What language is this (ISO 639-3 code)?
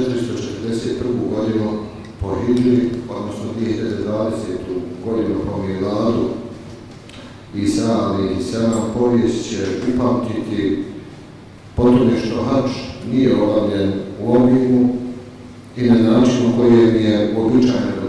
bos